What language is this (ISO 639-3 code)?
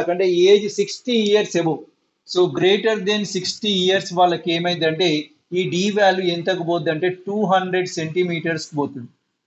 tel